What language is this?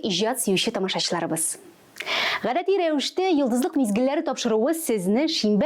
Tatar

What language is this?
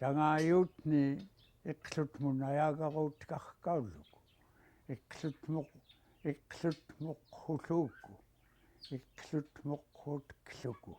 Central Yupik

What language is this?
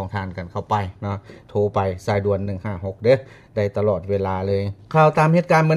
Lao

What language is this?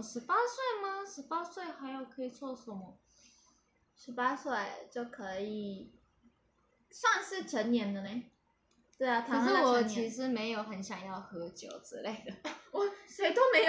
Chinese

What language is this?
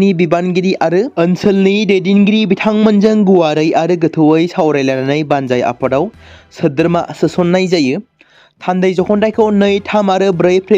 Bodo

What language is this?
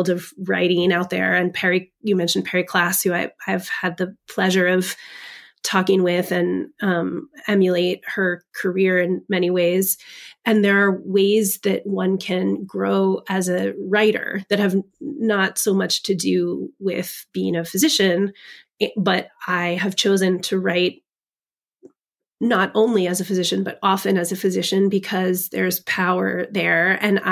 English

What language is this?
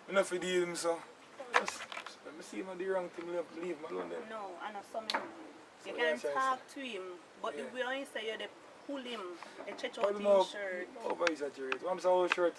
Jamaican Creole English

